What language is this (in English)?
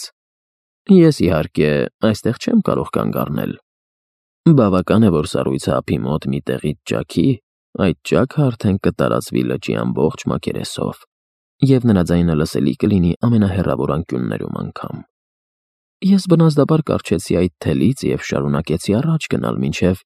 Armenian